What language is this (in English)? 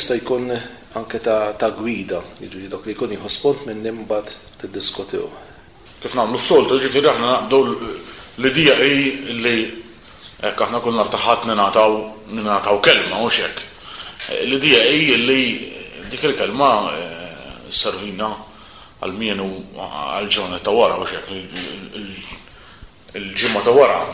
Maltese